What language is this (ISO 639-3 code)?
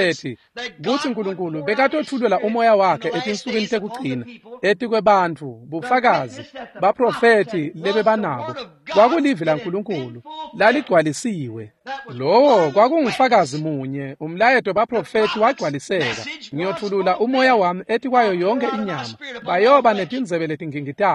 ssw